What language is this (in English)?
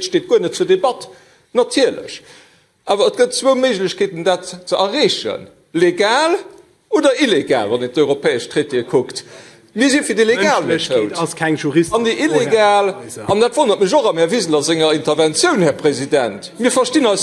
Luxembourgish